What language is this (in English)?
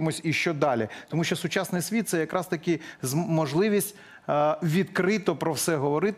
Ukrainian